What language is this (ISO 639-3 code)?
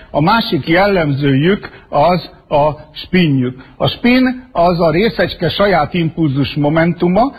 hun